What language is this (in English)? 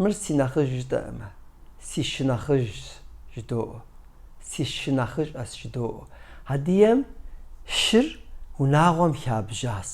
Kabardian